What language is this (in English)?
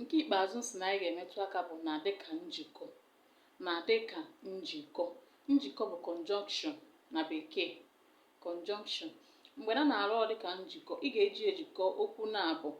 Igbo